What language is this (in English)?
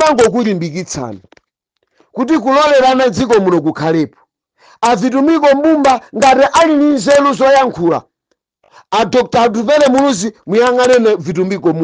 Nyanja